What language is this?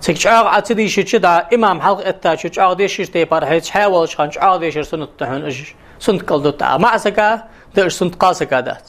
Ingush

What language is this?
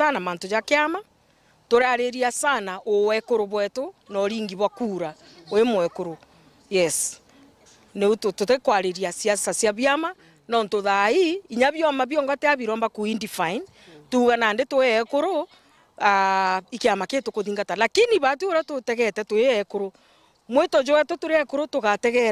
Meru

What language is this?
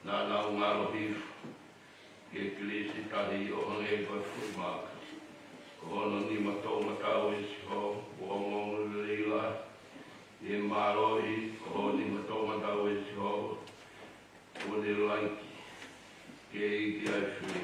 Tongan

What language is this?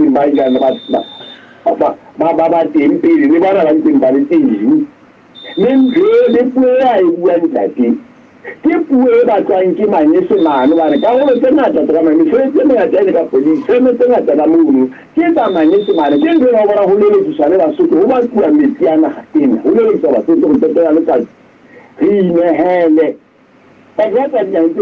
Southern Sotho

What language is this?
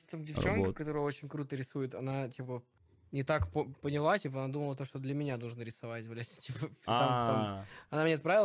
Russian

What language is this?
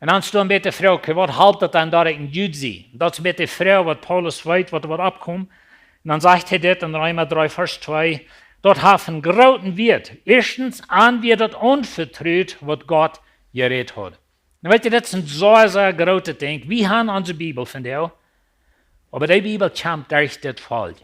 Plautdietsch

